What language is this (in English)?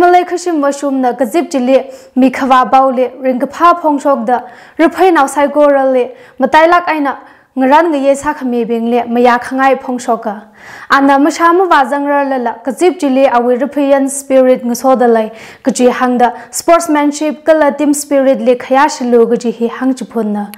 Tangkhul Naga (India)